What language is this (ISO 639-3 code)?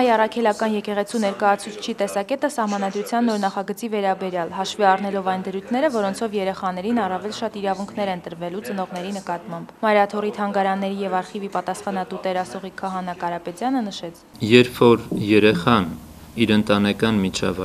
hye